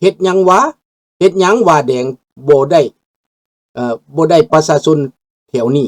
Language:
Lao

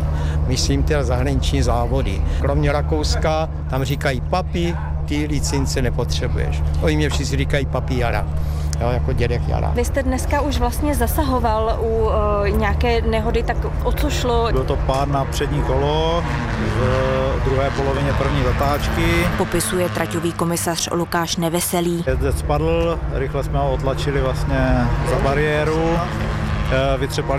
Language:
Czech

